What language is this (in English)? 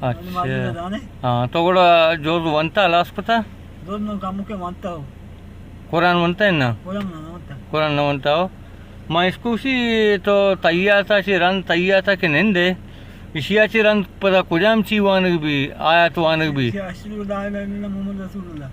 Baluchi